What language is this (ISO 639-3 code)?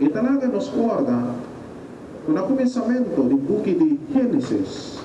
pap